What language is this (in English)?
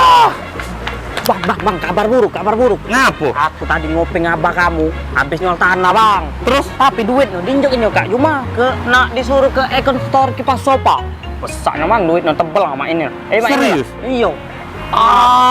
Musi